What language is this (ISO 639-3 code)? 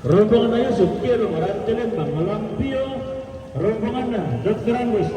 sda